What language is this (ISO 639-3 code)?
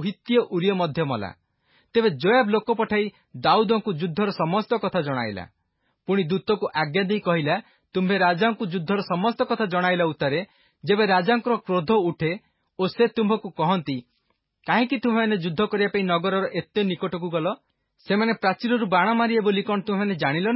ori